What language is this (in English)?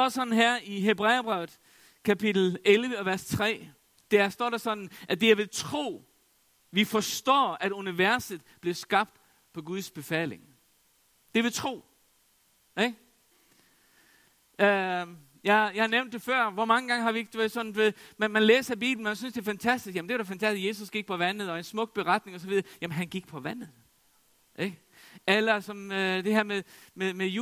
Danish